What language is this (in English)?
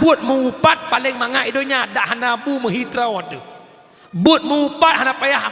Achinese